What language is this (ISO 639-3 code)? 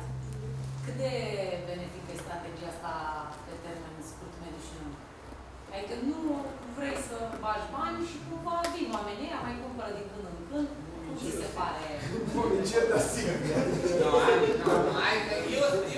ron